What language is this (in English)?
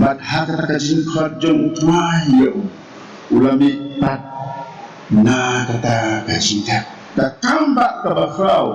Khasi